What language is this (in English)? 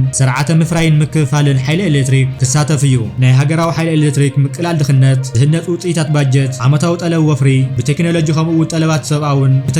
Tigrinya